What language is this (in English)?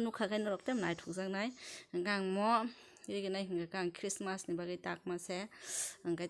Kok Borok